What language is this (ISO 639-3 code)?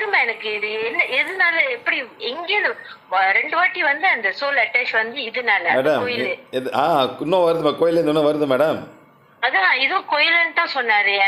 tam